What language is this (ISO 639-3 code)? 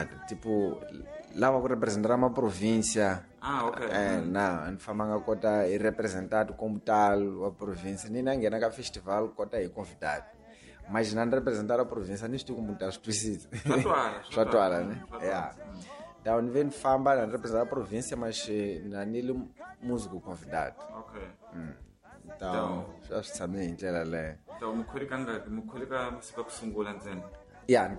tso